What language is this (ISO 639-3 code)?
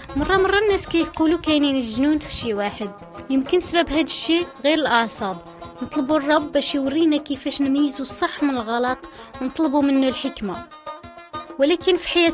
ary